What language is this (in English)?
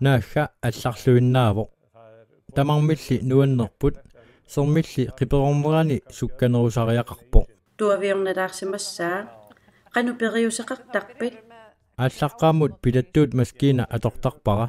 Kalaallisut